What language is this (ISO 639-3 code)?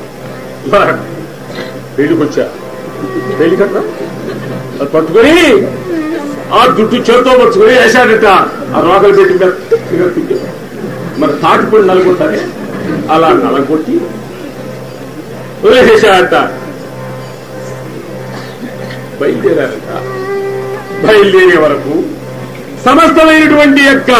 tel